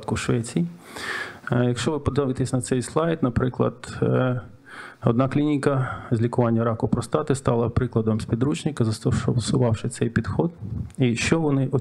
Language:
Ukrainian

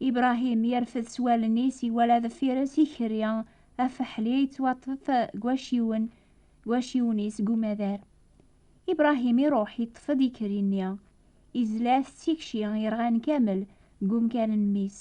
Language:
Kabyle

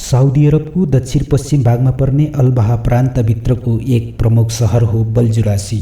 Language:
Nepali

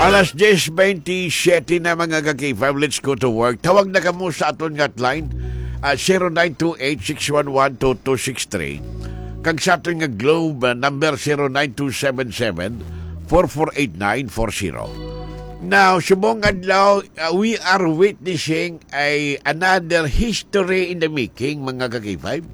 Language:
Hiligaynon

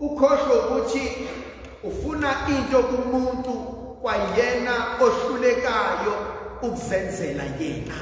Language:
Zulu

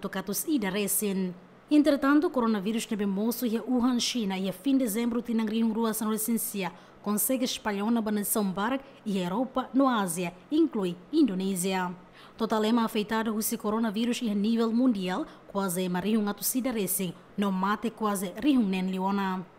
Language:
Tetum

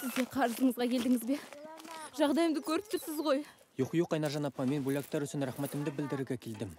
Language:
Bashkir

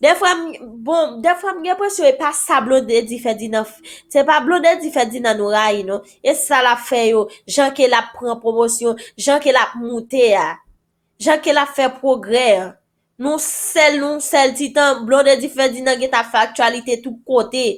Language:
Haitian Creole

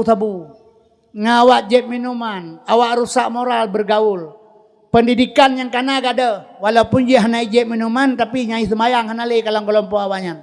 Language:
Achinese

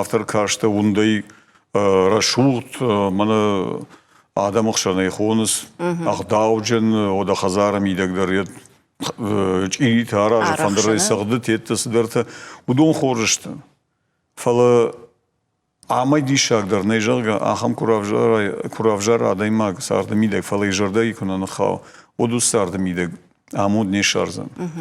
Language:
Ossetic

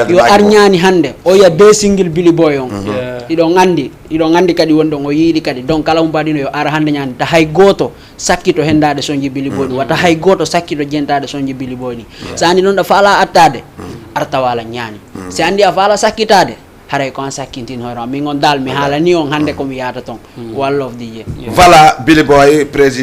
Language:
Fula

